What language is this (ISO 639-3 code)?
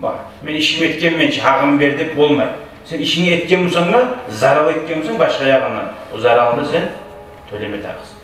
kum